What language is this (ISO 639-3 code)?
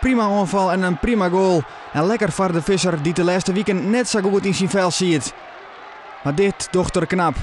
fry